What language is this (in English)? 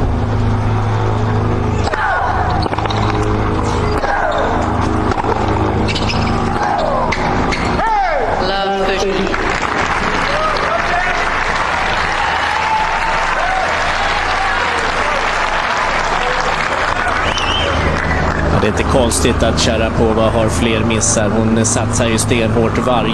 Swedish